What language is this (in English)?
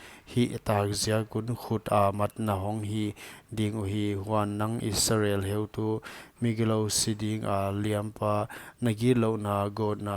Paite Chin